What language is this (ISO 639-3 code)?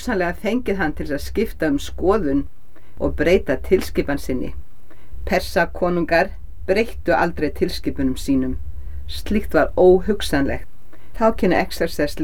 isl